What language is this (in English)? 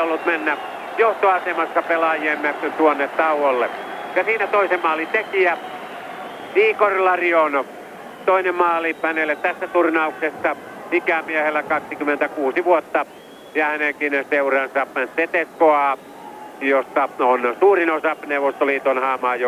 Finnish